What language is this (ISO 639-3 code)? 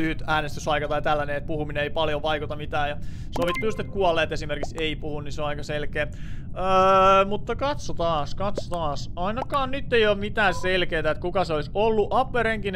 fin